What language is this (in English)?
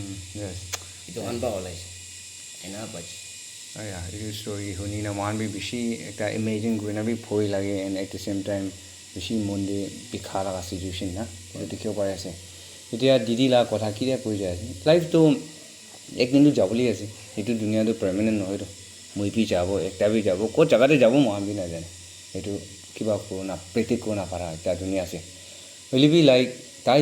Naga Pidgin